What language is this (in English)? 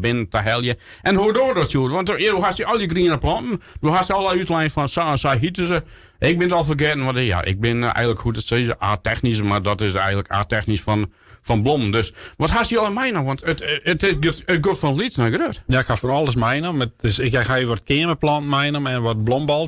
Western Frisian